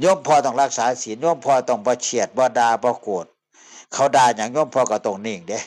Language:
Northeastern Thai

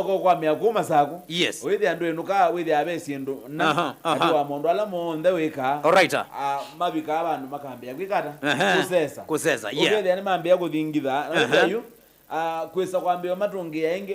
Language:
Kamba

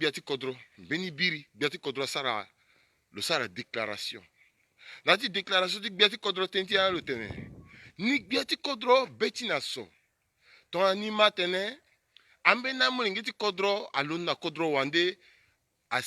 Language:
Sango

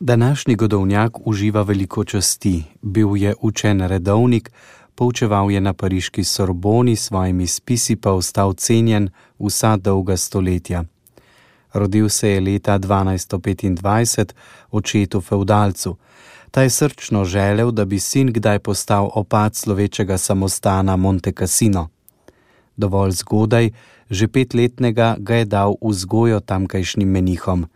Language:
Slovenian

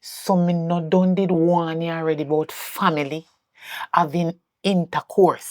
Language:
Jamaican Creole English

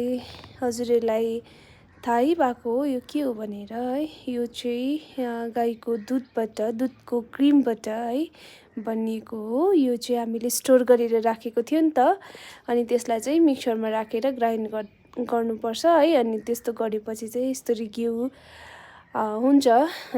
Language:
Nepali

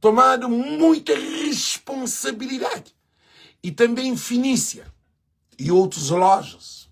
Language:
Kabuverdianu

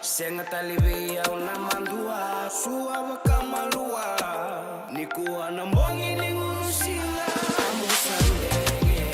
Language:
Fijian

